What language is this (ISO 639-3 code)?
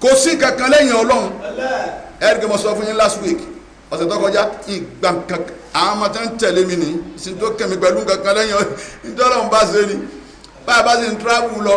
yor